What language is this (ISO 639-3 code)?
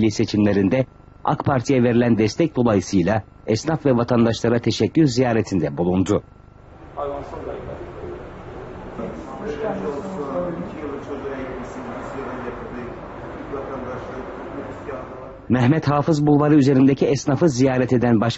tur